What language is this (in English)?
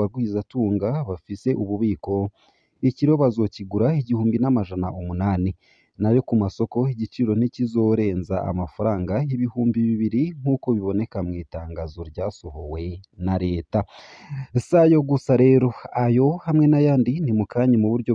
Rundi